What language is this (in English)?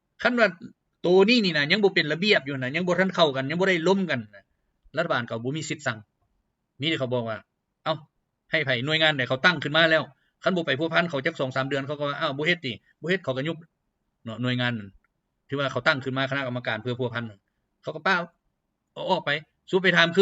Lao